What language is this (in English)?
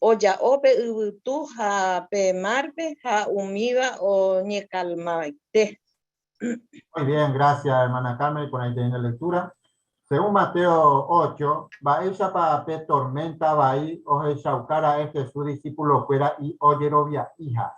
Guarani